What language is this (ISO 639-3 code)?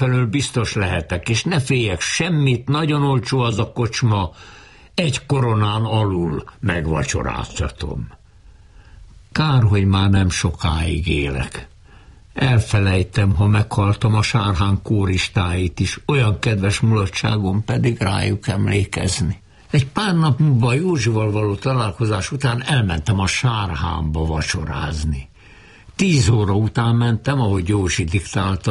hun